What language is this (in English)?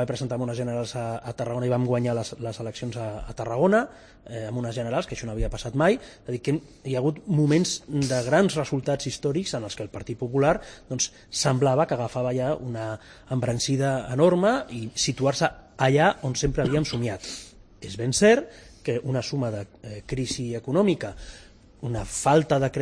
Catalan